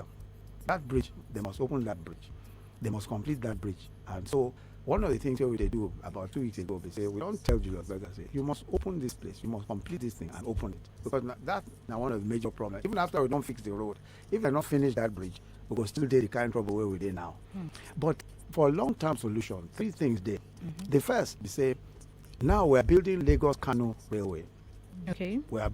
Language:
Nigerian Pidgin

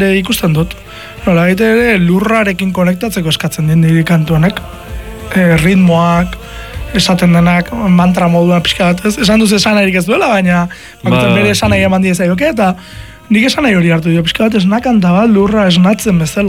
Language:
Basque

